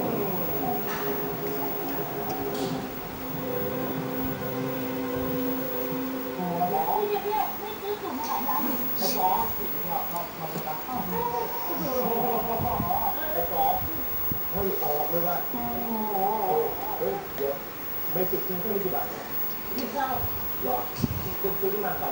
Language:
Thai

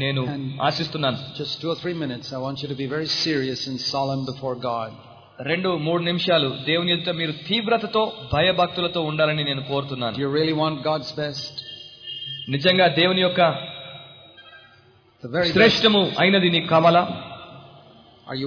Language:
Telugu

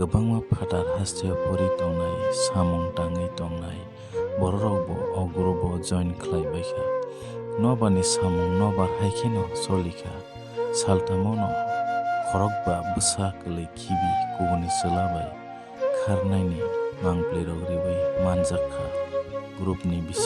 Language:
Kok Borok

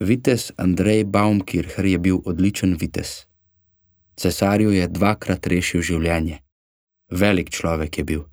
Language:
Slovenian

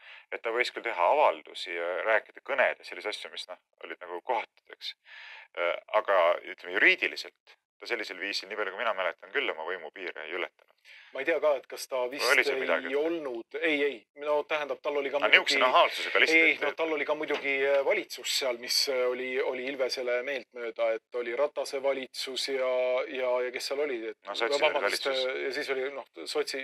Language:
Estonian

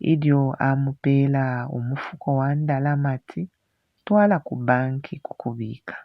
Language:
Bemba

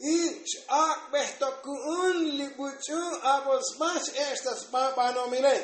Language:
Tzotzil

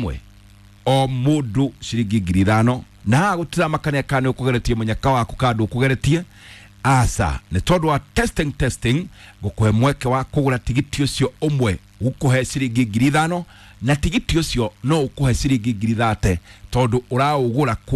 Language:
Kikuyu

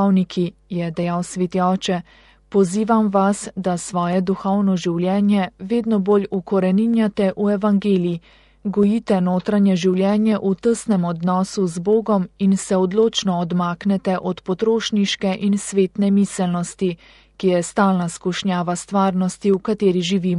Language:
Slovenian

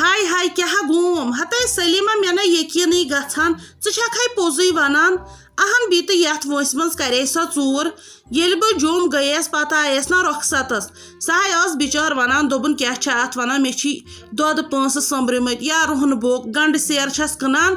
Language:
Kashmiri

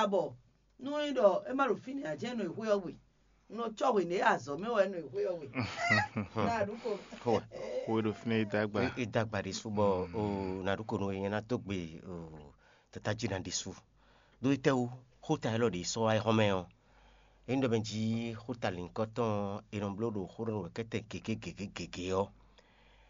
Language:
Fon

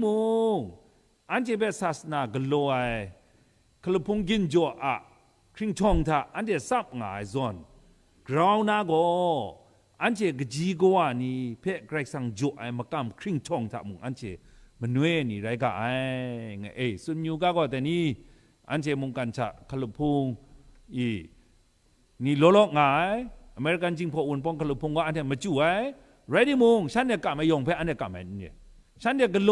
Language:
Kachin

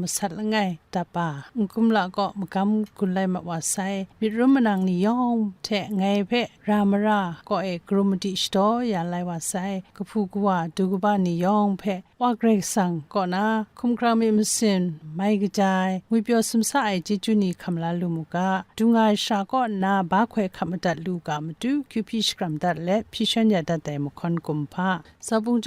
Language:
Kachin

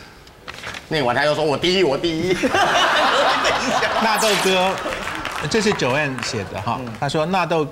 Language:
Chinese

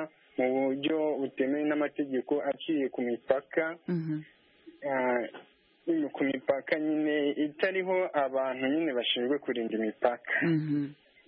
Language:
Kinyarwanda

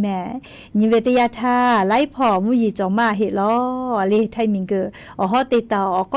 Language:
Lahu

